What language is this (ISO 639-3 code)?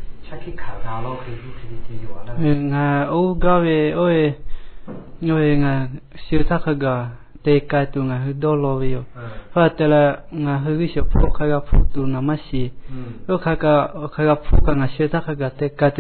lhu